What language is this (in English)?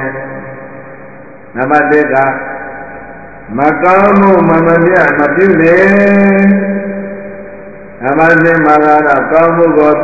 Burmese